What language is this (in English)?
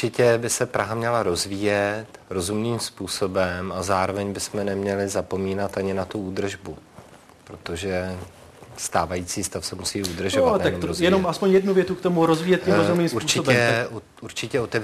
Czech